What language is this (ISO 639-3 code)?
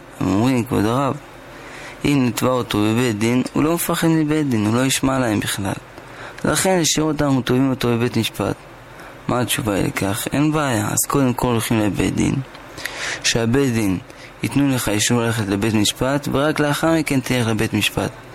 heb